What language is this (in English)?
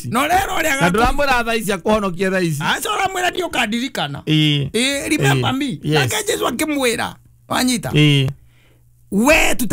Kikuyu